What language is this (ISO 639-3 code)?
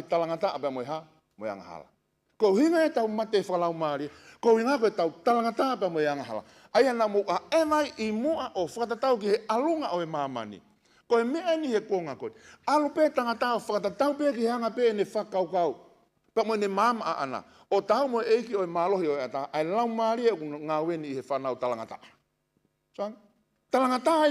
ton